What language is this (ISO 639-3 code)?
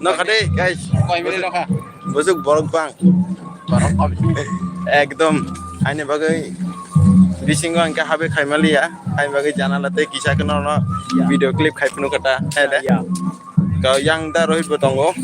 trp